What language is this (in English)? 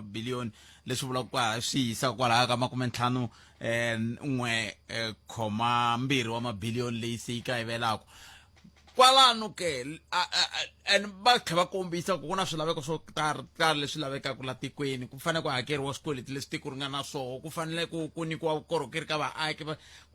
Tsonga